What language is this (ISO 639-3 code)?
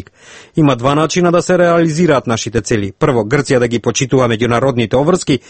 mkd